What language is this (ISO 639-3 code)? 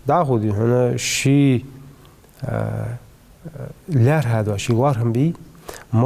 inh